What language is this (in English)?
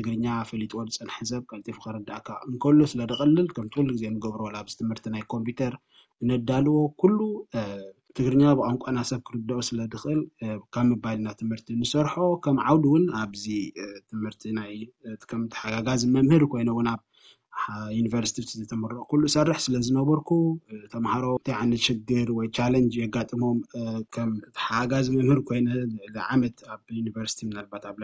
Tigrinya